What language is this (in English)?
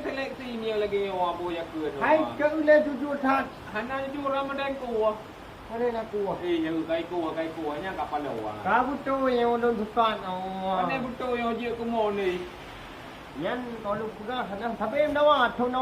Achinese